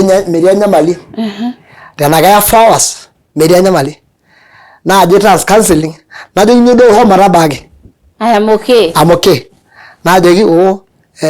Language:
Masai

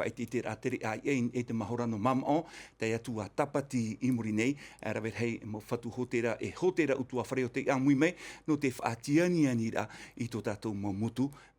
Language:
Tahitian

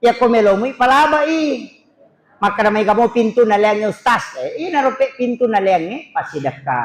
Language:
Buginese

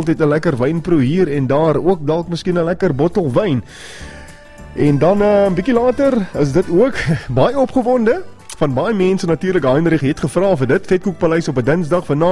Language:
Afrikaans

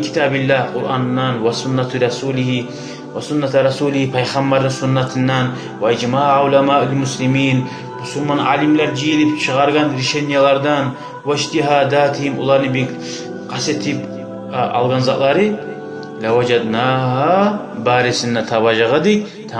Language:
Kumyk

